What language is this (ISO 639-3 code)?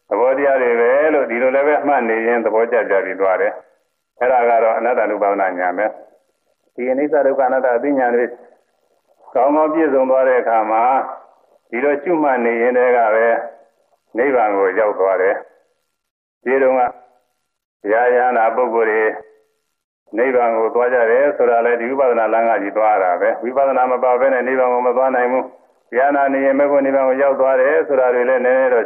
mya